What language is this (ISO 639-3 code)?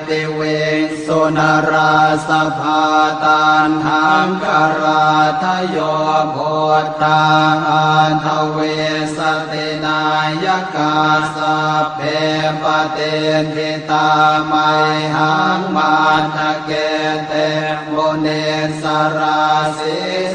pli